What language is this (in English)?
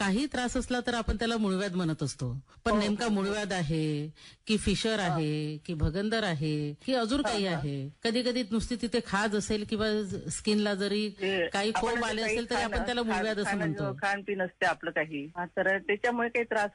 Marathi